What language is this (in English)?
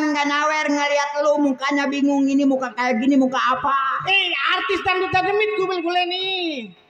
Betawi